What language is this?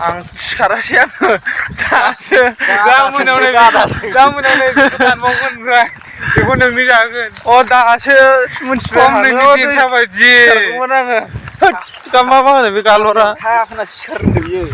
Bodo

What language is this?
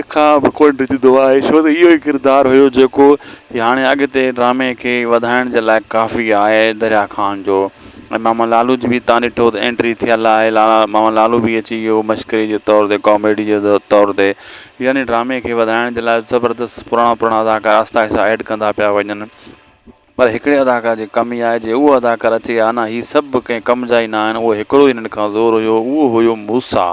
Sindhi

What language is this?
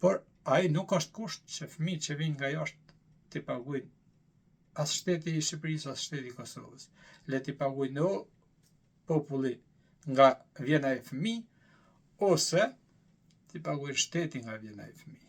Albanian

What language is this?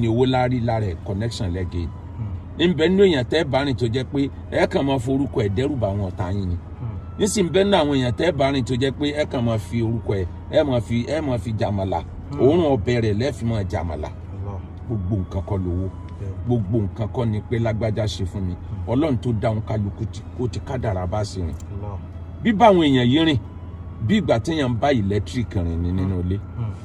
Yoruba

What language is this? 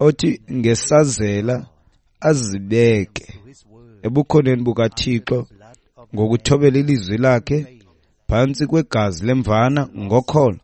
Xhosa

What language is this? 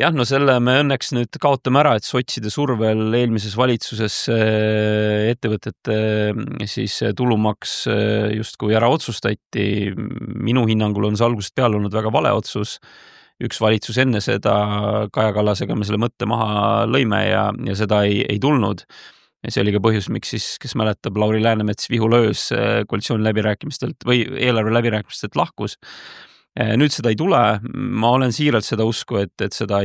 Estonian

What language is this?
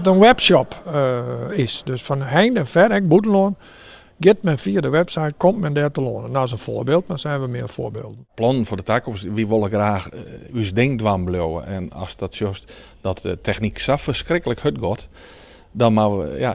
Western Frisian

